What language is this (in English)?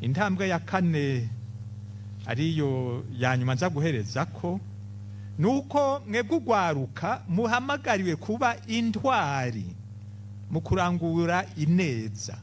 Rundi